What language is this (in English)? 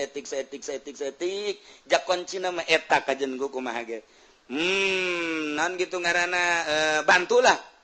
Sundanese